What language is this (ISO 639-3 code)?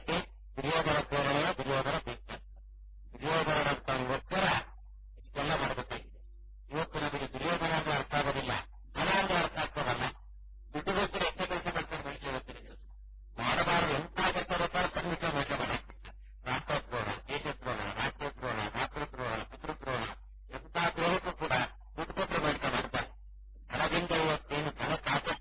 kan